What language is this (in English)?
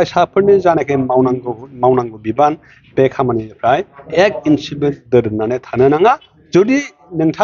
Bodo